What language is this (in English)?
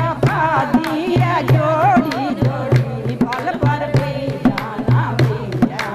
Dogri